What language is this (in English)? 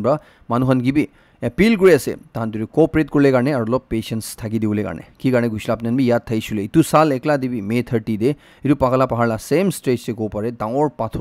Naga Pidgin